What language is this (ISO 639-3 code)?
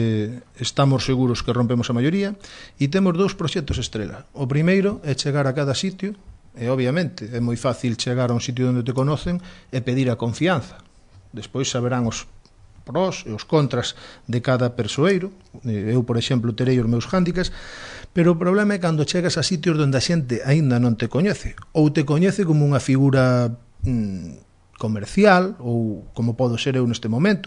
glg